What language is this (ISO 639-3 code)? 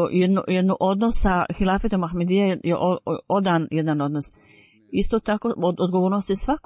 bos